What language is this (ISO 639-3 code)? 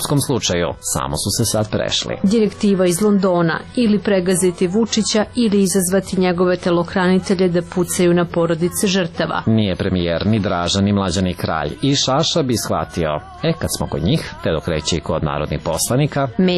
srp